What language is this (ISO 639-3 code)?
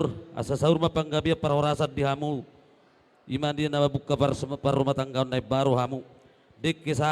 bbc